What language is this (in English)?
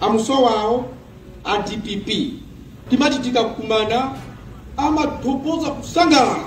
Nyanja